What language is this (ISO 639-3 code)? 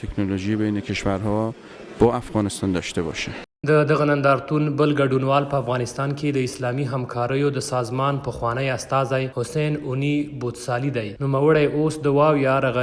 pus